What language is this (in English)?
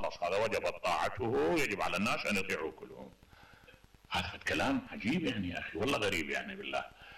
Mesopotamian Arabic